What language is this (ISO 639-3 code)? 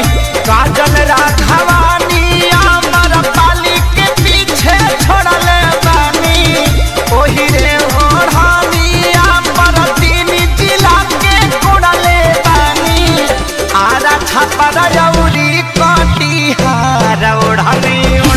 bho